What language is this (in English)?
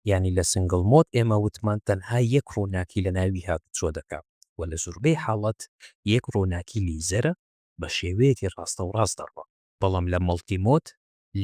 Central Kurdish